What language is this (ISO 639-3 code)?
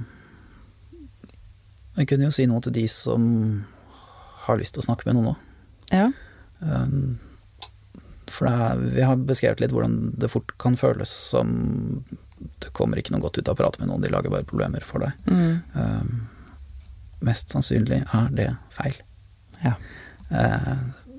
nor